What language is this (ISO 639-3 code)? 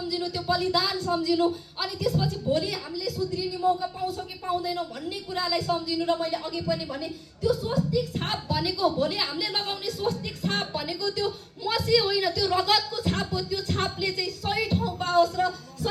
nep